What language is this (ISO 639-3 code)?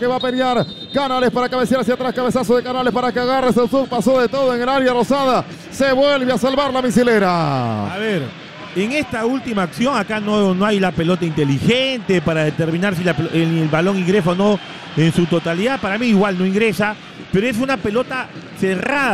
spa